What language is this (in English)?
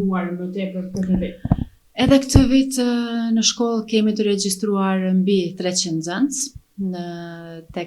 Albanian